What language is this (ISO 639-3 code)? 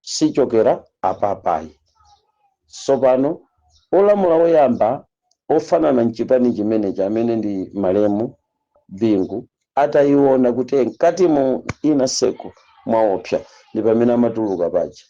nya